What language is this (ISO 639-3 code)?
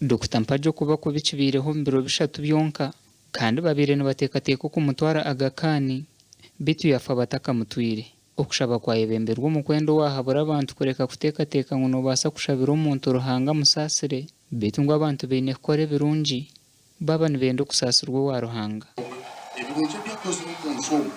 nyn